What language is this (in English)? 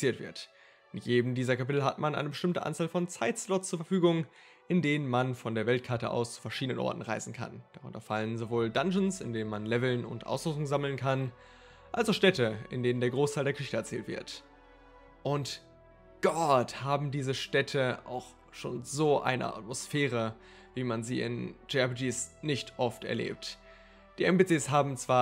German